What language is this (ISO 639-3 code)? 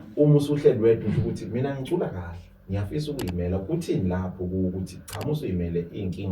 zul